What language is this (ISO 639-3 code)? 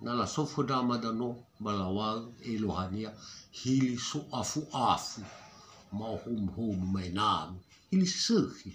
nia